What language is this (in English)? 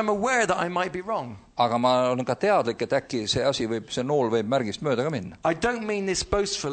Estonian